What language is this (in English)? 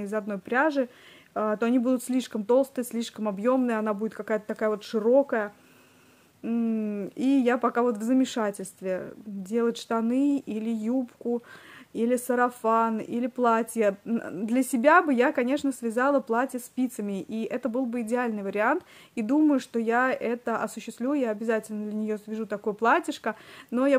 Russian